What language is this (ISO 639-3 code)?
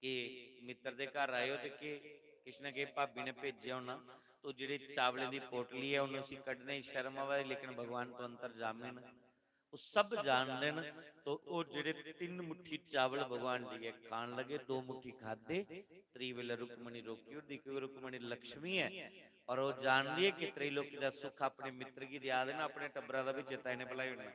doi